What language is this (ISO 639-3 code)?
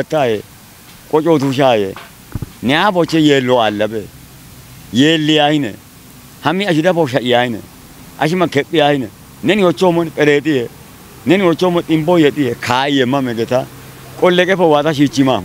kbr